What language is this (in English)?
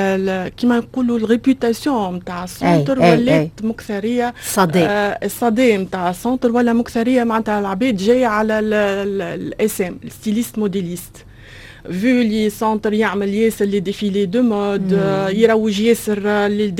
Tunisian Arabic